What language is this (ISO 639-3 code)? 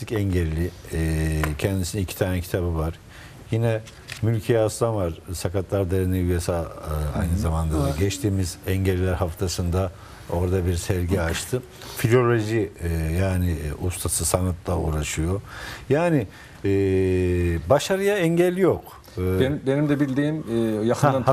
tur